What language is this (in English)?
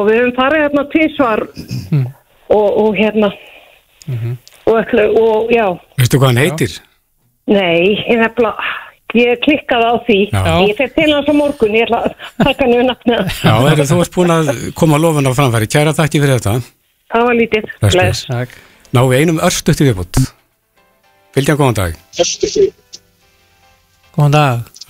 Icelandic